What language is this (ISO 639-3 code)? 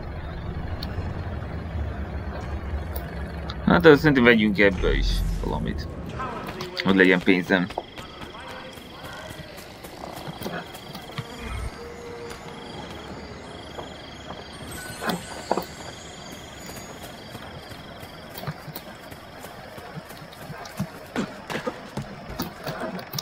hun